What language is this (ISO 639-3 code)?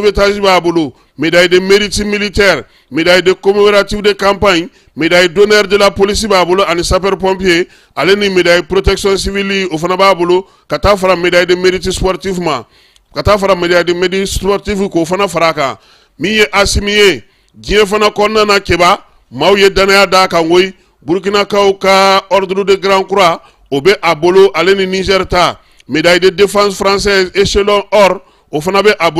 bam